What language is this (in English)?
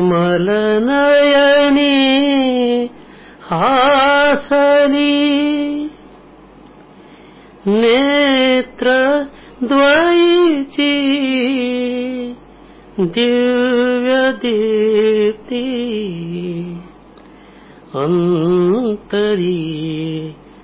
Marathi